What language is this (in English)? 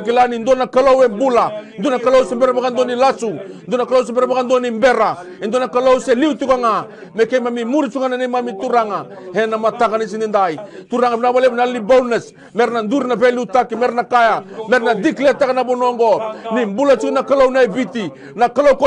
Fijian